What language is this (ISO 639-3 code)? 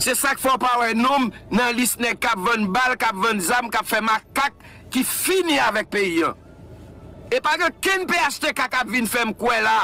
hat